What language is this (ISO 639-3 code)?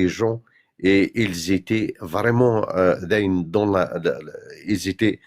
kab